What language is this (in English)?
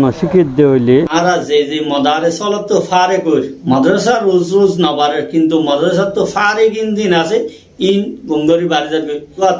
Rohingya